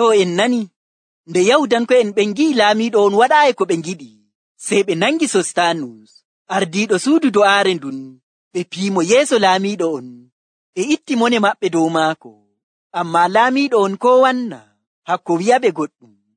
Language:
Nigerian Fulfulde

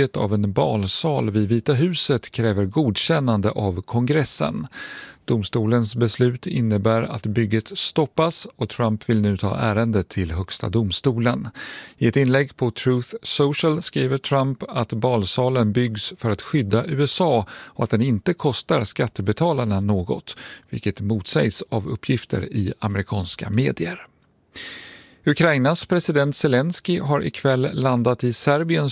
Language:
Swedish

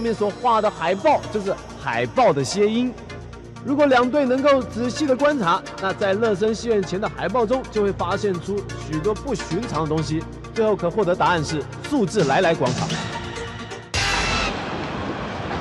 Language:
Chinese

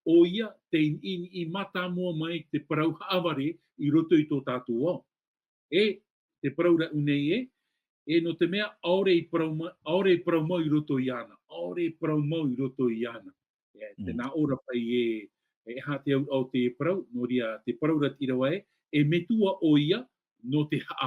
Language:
Tahitian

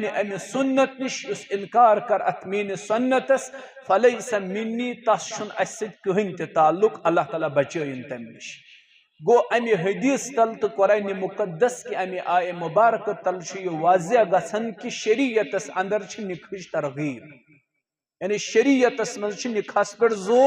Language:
Kashmiri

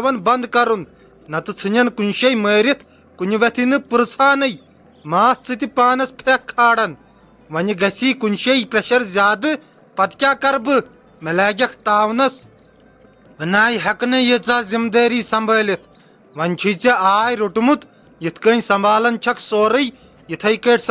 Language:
Kashmiri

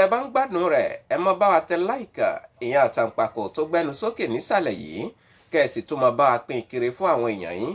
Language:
Yoruba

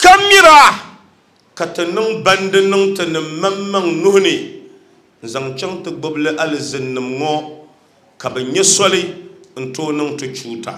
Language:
Dagbani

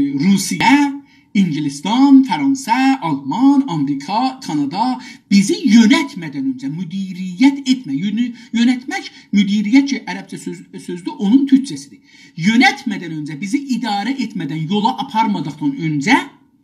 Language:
South Azerbaijani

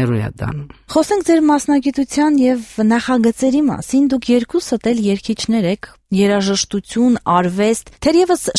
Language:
Armenian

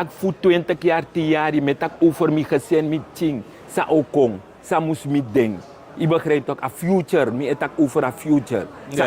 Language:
Sranan Tongo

